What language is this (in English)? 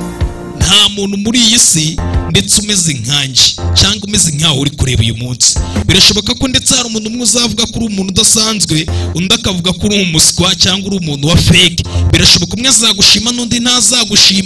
Kinyarwanda